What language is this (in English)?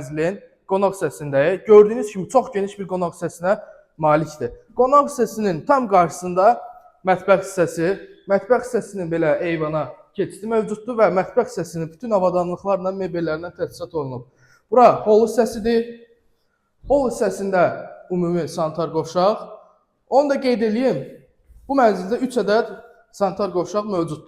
Azerbaijani